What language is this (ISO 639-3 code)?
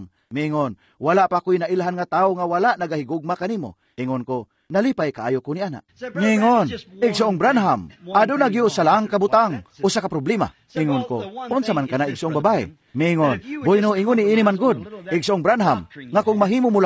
ceb